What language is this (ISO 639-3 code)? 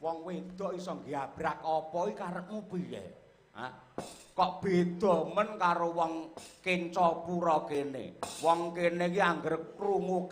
jav